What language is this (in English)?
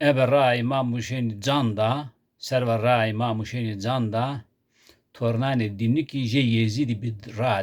Zaza